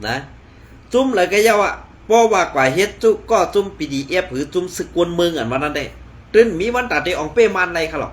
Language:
Shan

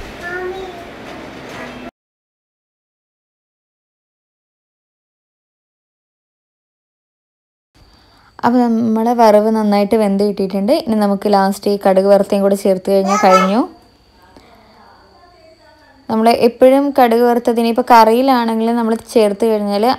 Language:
Malayalam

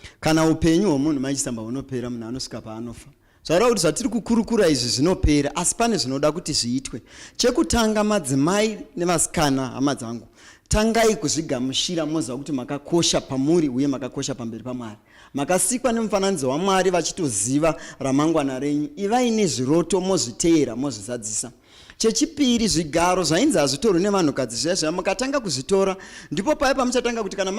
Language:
Shona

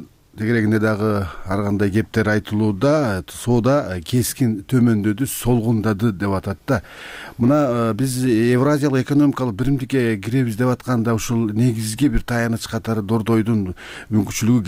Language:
Kyrgyz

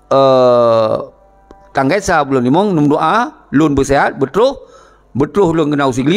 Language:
Achinese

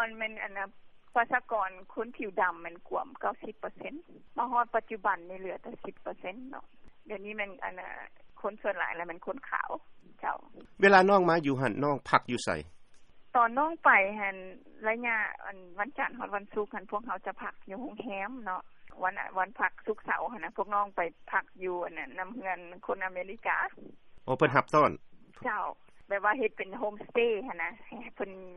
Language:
Lao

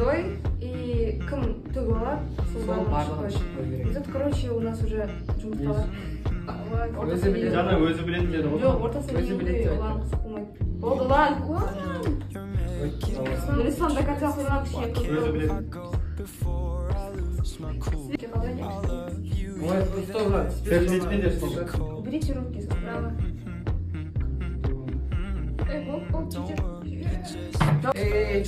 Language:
Kazakh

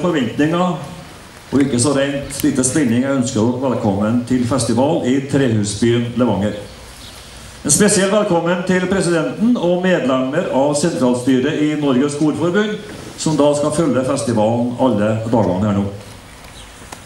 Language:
Norwegian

